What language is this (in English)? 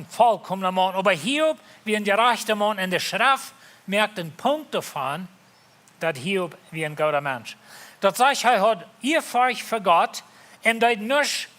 Plautdietsch